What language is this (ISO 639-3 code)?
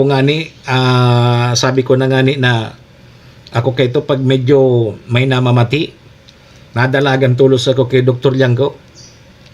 bik